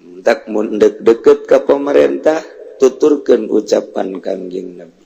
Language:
Sundanese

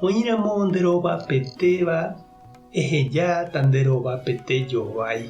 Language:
Guarani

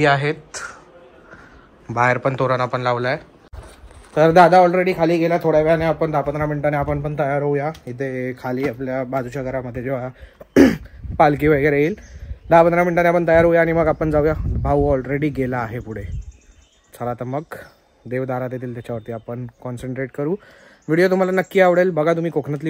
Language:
Marathi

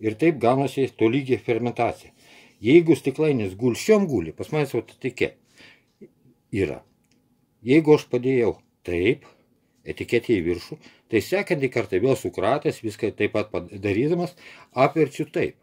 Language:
Lithuanian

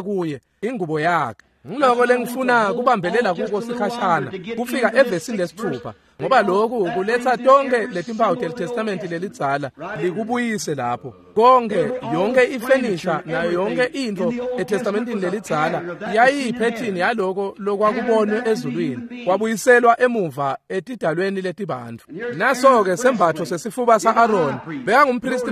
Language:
Swati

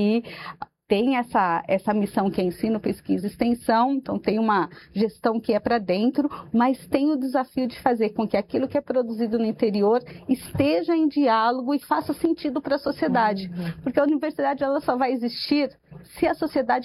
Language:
Portuguese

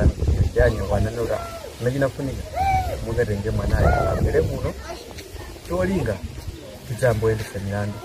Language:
Nyanja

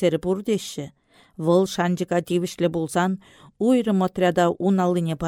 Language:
Chuvash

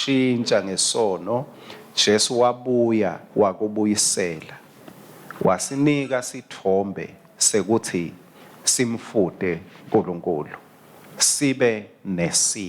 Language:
Swati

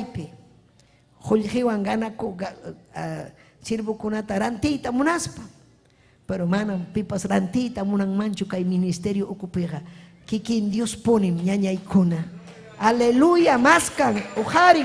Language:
Ayacucho Quechua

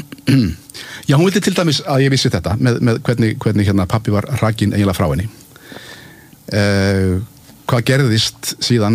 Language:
Icelandic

